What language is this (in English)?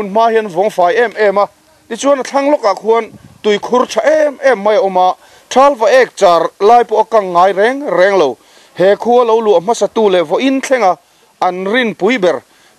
Mizo